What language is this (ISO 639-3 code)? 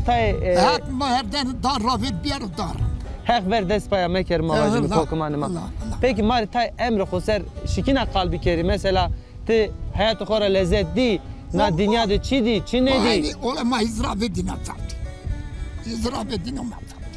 zza